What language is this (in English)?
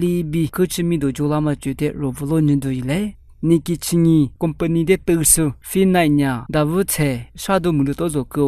Lisu